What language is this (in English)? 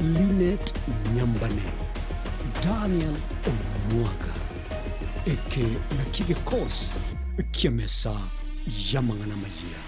Gusii